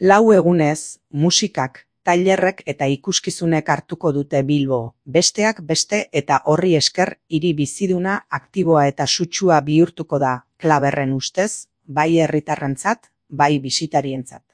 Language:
Basque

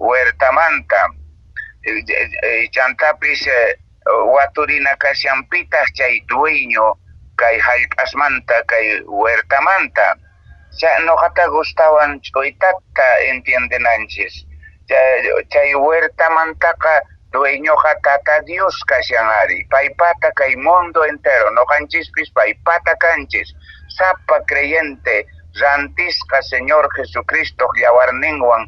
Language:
Quechua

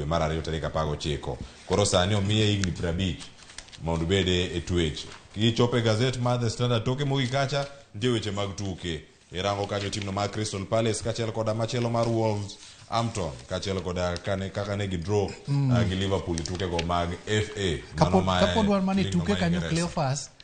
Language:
Luo (Kenya and Tanzania)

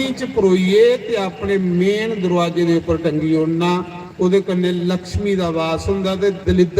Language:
Dogri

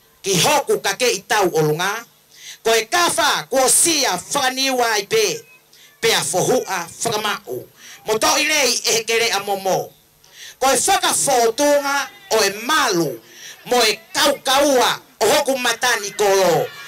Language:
Tongan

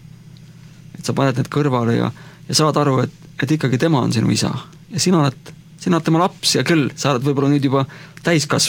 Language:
Estonian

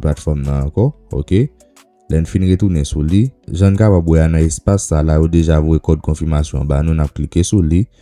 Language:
Haitian Creole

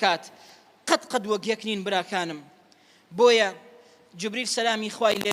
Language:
Central Kurdish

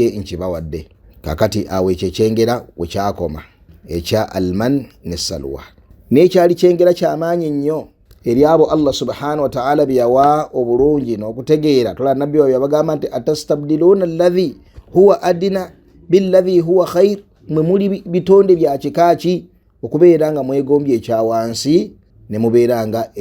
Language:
Ganda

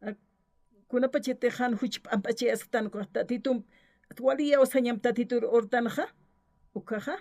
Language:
Aymara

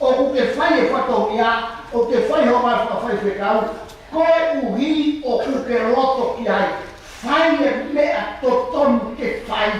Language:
Tongan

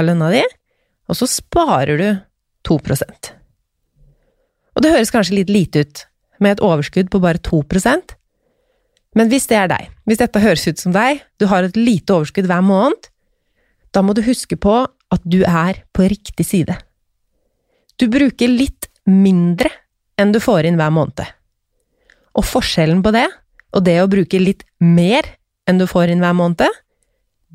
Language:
Norwegian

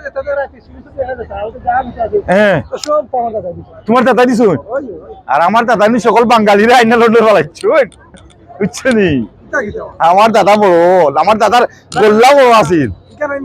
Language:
Sylheti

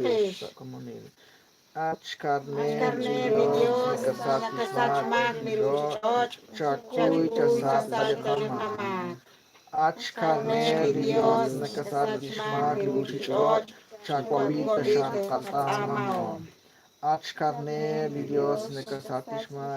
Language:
Kekchí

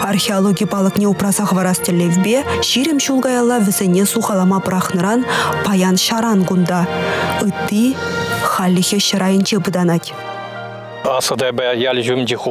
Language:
Chuvash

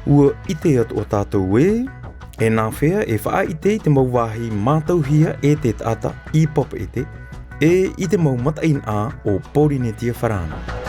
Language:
Tahitian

